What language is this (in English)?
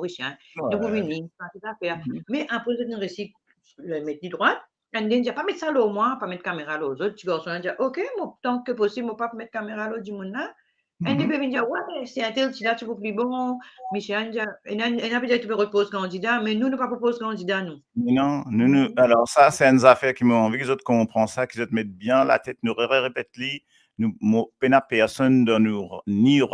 Morisyen